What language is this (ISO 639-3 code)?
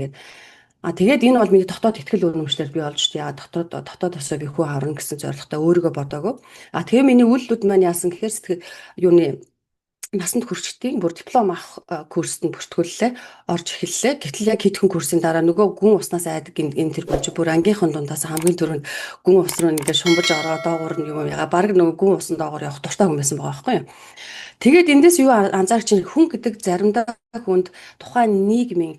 mon